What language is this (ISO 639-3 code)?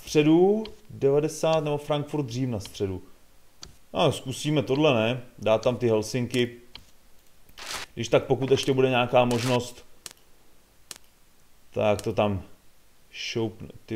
ces